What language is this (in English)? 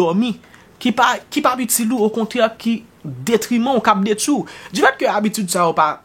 Haitian Creole